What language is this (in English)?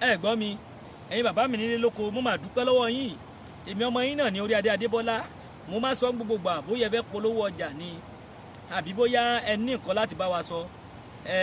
Yoruba